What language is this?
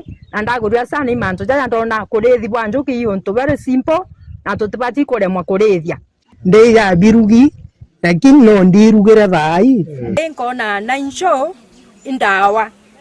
Meru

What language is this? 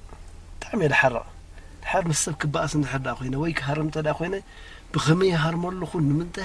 Tigrinya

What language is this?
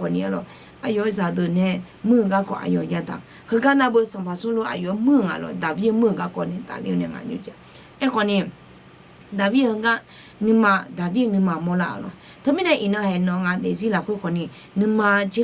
Akha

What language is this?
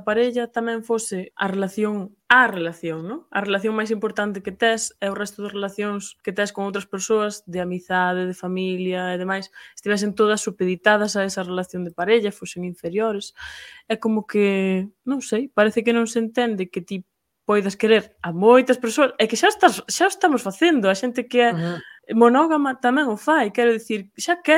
Galician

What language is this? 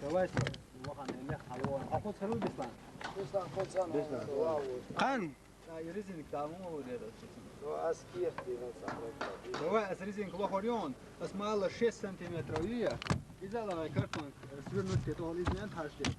Chechen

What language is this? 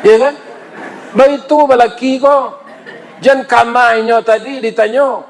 Minangkabau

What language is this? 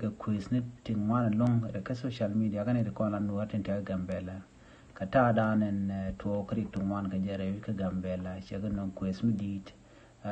Nuer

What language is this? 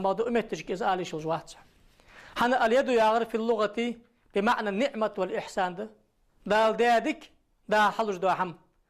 Ingush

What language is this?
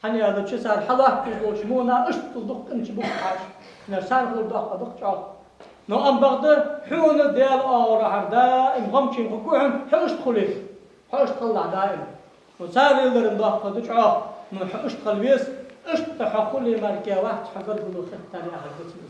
Ingush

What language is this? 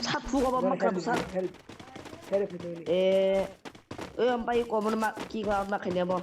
Kok Borok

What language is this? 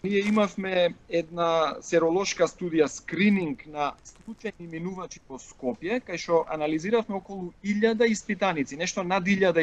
Macedonian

